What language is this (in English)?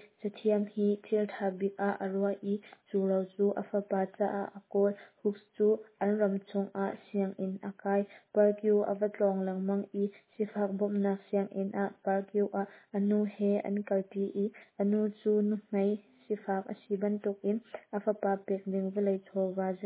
Hakha Chin